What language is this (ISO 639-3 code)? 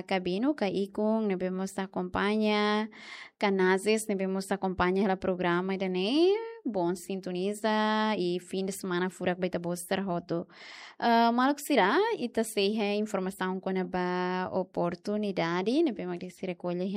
tet